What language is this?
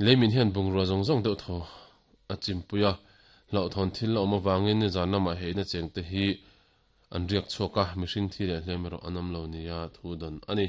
Mizo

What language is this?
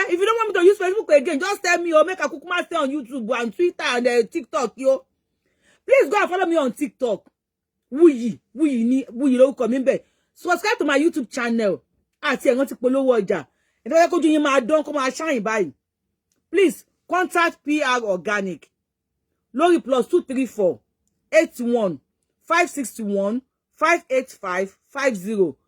Yoruba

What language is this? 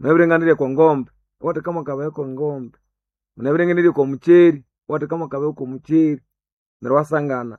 Nande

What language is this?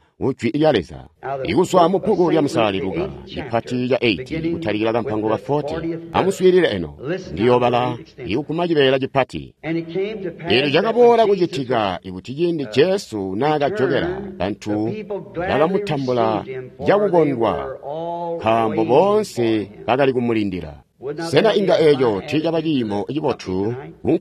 Tonga (Zambia)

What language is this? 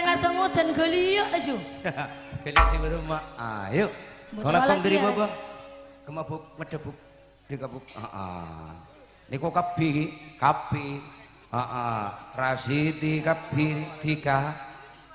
Madurese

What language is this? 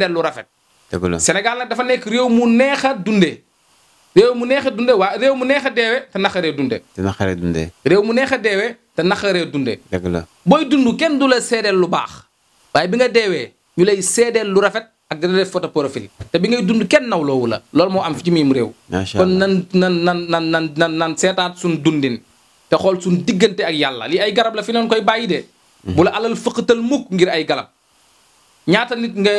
Wolof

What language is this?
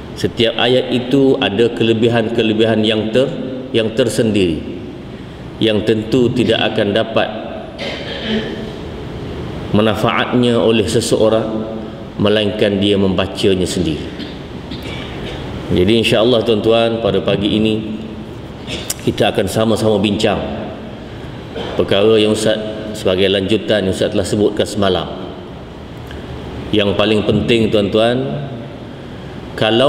Malay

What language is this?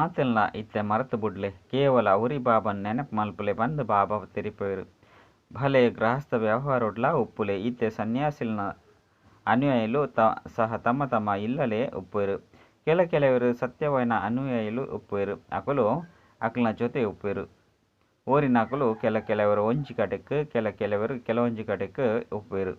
Tulu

